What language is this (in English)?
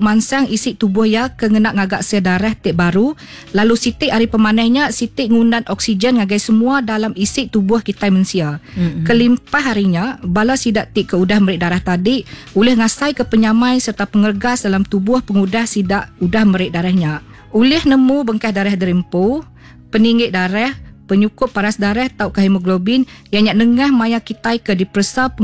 Iban